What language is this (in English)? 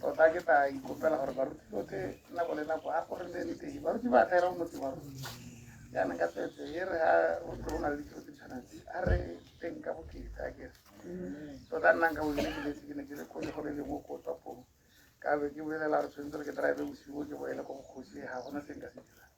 Tswana